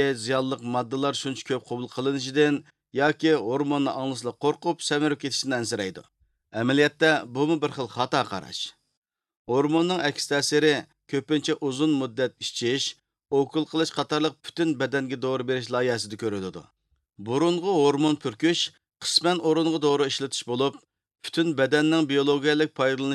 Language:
Uyghur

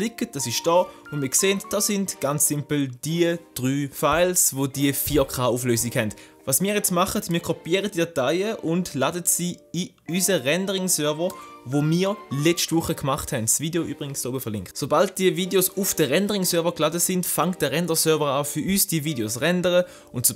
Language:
Swiss German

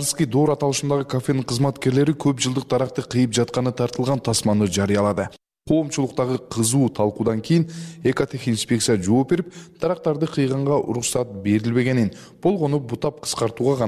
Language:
Kyrgyz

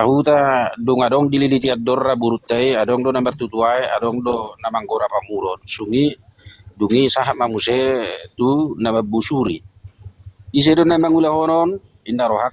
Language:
Batak Toba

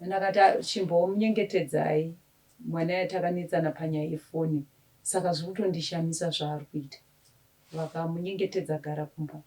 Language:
Shona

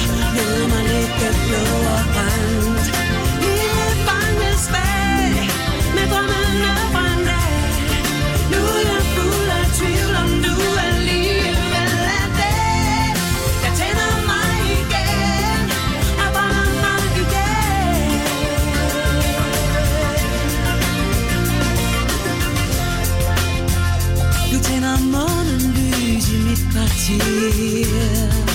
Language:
Danish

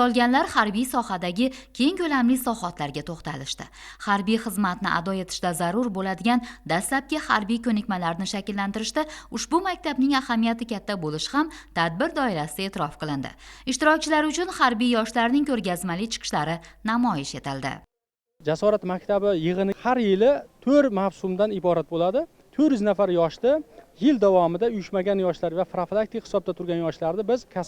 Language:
Uzbek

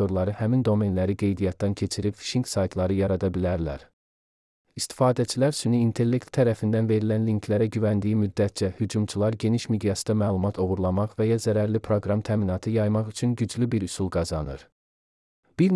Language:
Azerbaijani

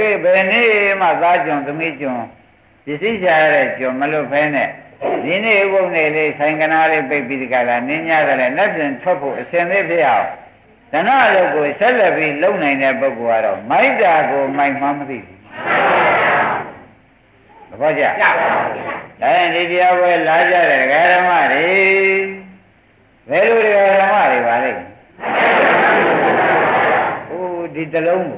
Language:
Burmese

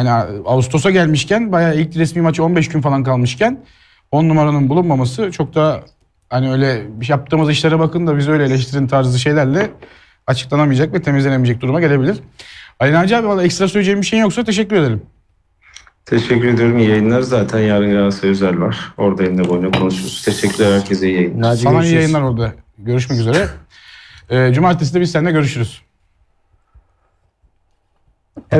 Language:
Turkish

